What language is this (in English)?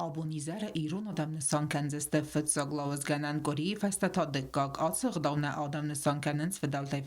Ossetic